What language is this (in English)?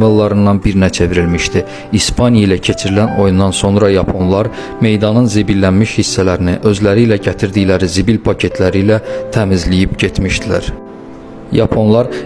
Azerbaijani